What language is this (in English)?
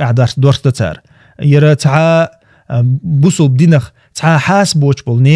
Chechen